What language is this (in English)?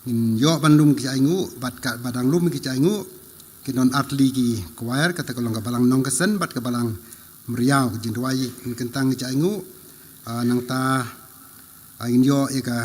Khasi